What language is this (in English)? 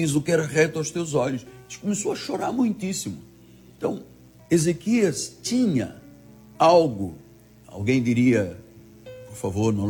Portuguese